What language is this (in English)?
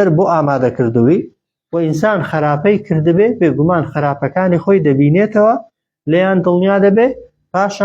Central Kurdish